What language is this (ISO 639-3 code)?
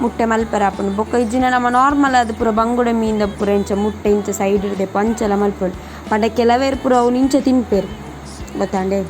tcy